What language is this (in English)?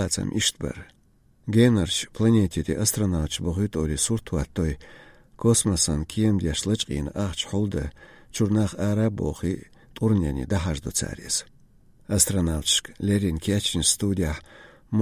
Chechen